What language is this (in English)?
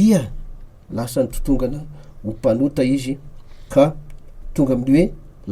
Malagasy